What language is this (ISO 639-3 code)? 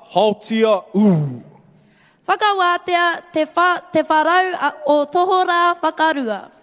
mri